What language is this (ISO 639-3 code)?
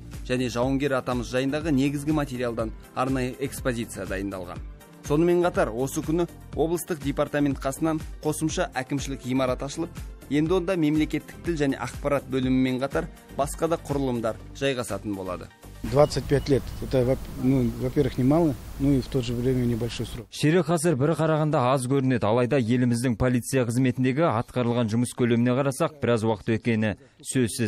kaz